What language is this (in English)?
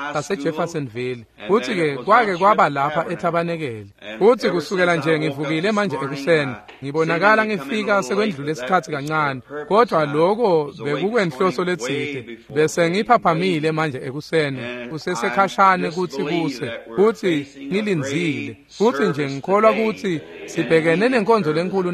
Swati